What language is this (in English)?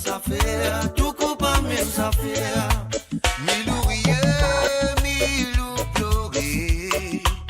Morisyen